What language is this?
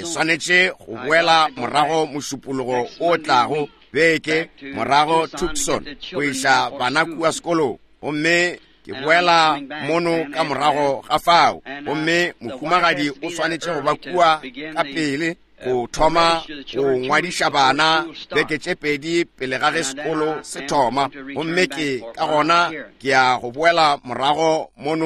Northern Sotho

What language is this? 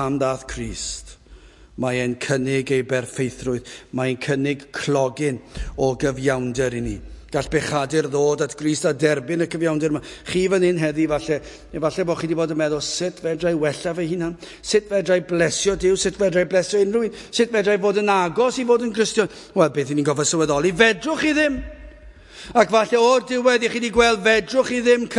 Welsh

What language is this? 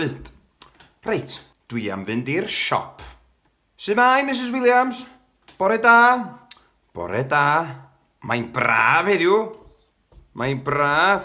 Welsh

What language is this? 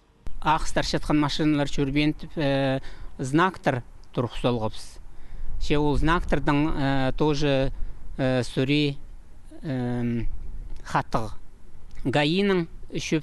Khakas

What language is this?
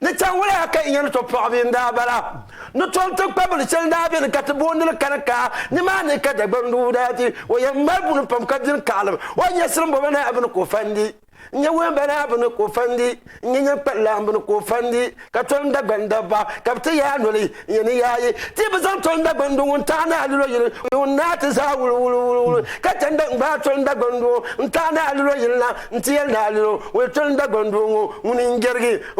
Dagbani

